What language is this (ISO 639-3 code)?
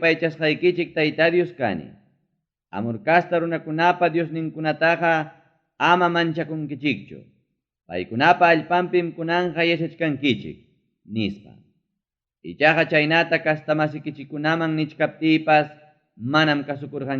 quy